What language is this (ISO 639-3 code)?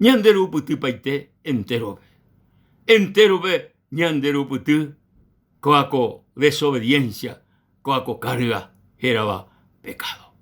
grn